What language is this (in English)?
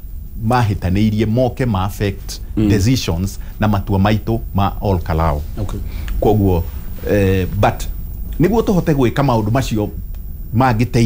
Kikuyu